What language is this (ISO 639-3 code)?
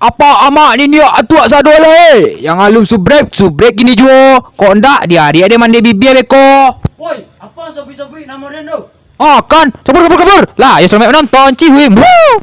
min